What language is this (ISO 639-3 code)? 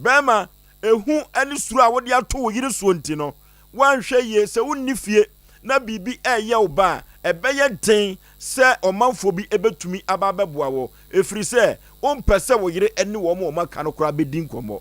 aka